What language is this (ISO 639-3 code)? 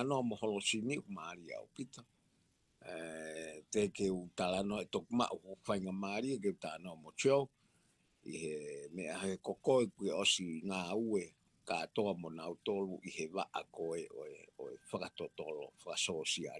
ton